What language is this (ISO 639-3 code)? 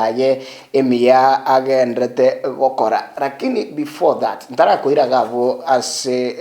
guz